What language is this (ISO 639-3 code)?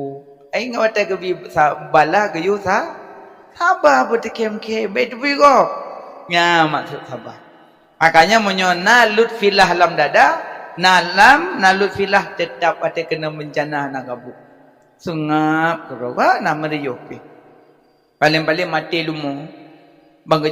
ace